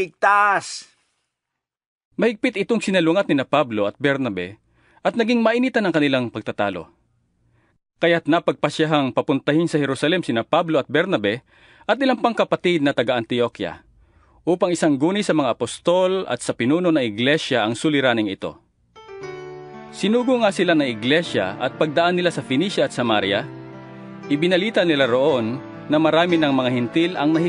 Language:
Filipino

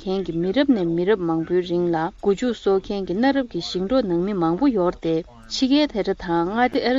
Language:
Tibetan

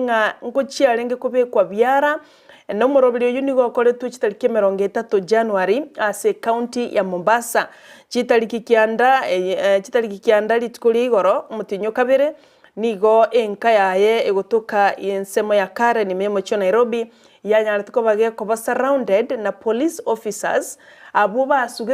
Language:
Gusii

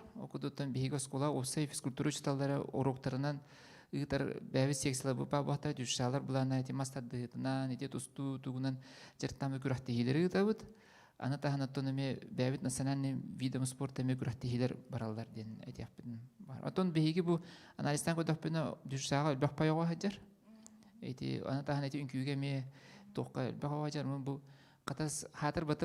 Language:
Yakut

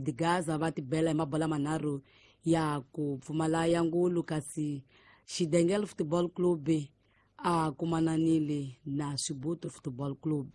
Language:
Tsonga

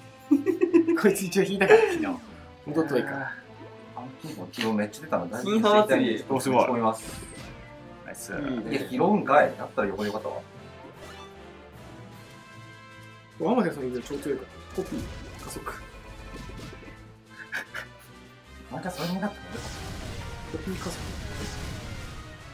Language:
Japanese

